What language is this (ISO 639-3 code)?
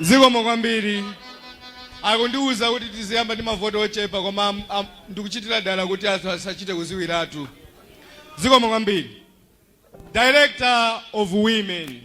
nya